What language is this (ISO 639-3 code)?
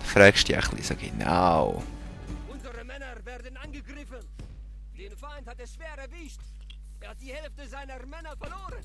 gsw